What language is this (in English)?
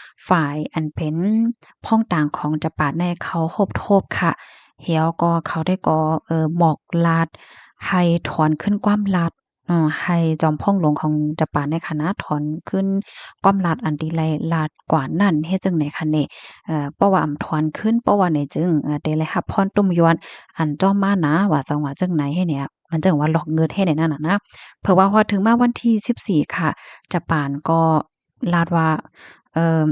Shan